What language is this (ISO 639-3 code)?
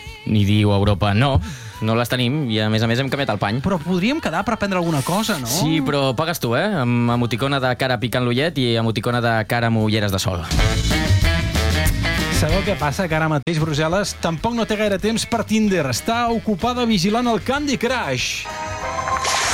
cat